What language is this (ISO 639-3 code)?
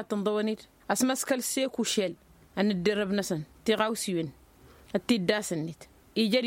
taq